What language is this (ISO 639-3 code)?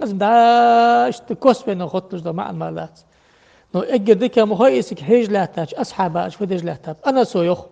inh